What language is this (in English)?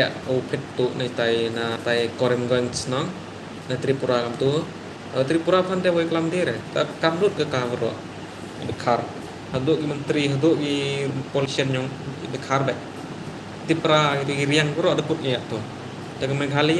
Khasi